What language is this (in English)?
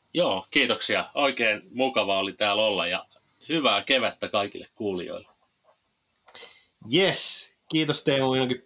Finnish